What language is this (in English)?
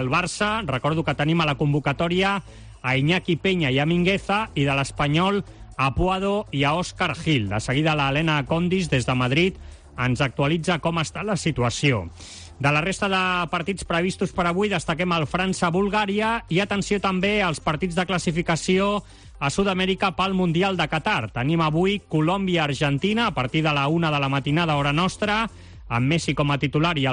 Catalan